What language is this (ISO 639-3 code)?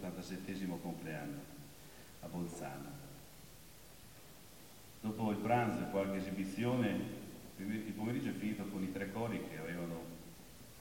ita